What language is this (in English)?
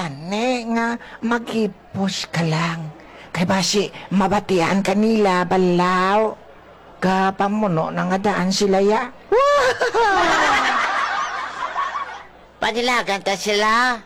Hiligaynon